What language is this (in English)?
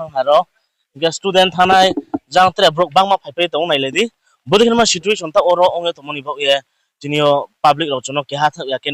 Riang (India)